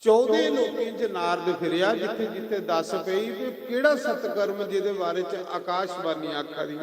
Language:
Dogri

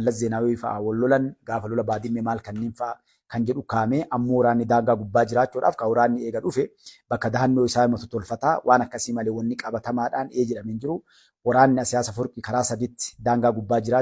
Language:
Oromo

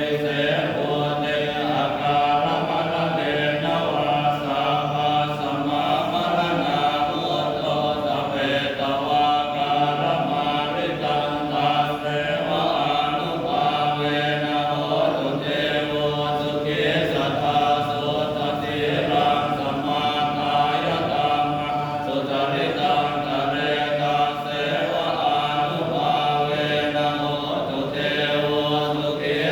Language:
Pali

